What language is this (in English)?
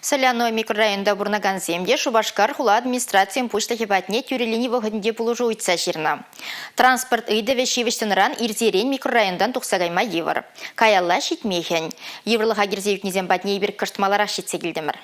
Chuvash